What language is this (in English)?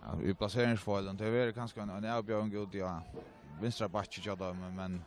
Faroese